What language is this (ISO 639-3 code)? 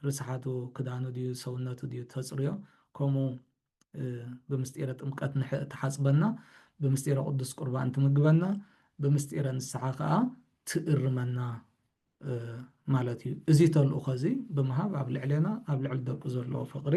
tir